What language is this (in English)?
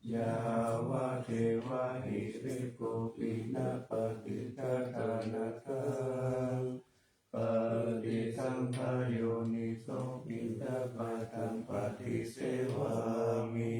Pali